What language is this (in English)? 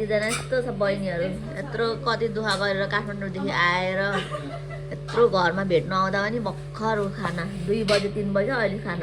Nepali